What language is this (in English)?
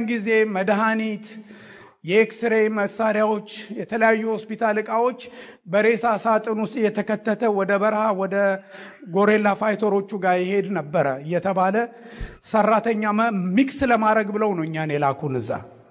Amharic